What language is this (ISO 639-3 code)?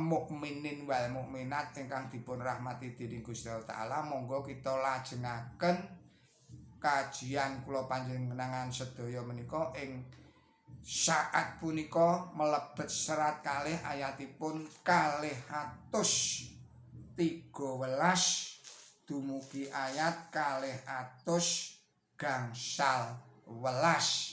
jav